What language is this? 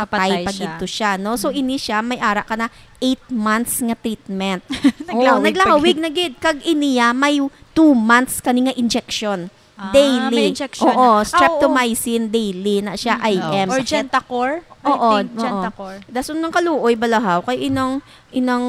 Hiligaynon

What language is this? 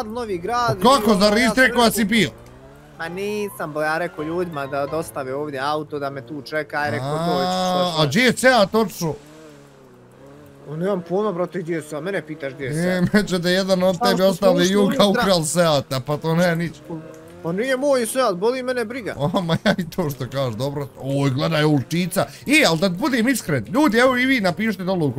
Bosnian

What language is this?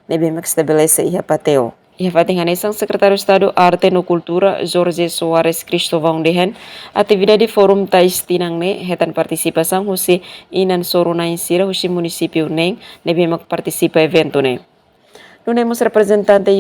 Tetum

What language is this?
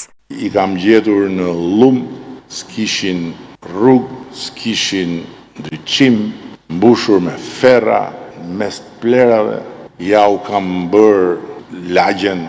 Albanian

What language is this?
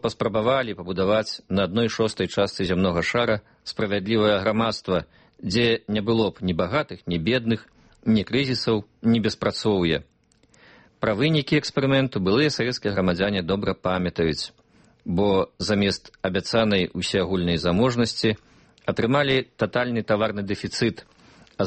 Belarusian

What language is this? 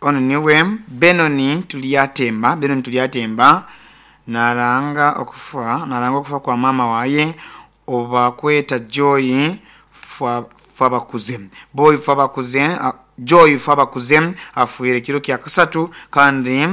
Nyoro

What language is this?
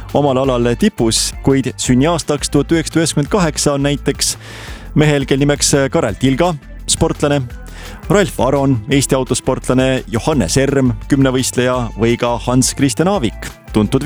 Estonian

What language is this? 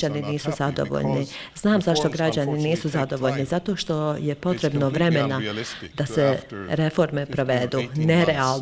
Bosnian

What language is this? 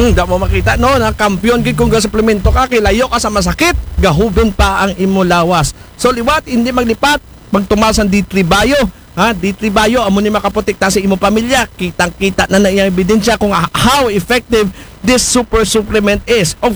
Aklanon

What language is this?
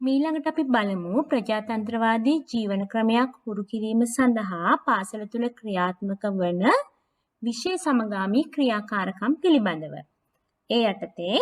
Sinhala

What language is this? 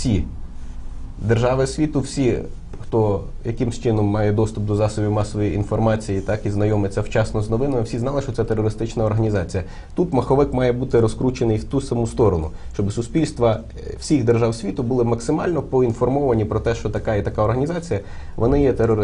Ukrainian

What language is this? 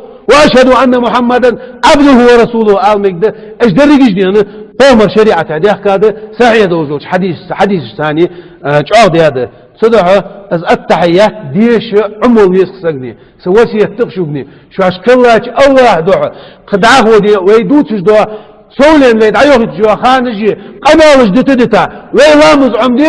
Chechen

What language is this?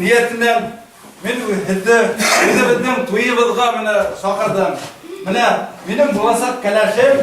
Bashkir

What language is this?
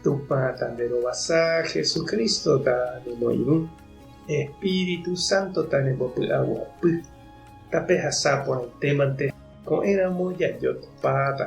Guarani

